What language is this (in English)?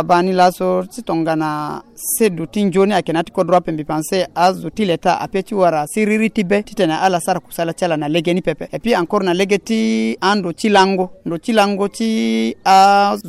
Sango